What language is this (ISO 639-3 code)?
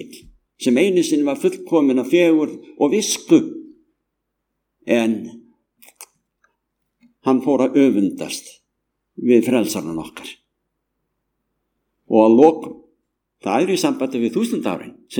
isl